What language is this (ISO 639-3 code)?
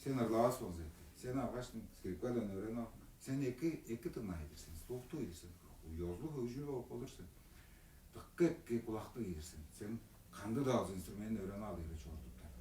tyv